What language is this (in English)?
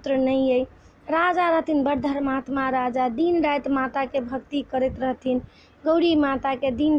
Maithili